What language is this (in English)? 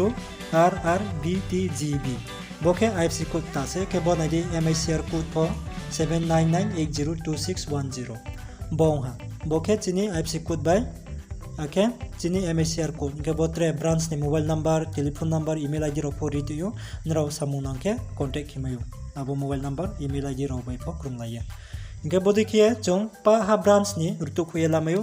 Riang (India)